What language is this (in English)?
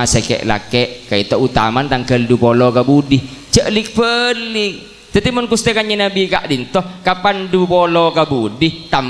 Madurese